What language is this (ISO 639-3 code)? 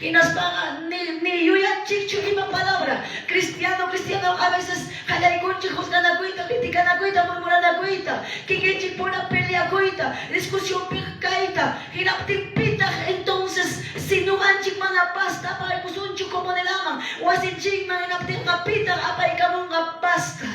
que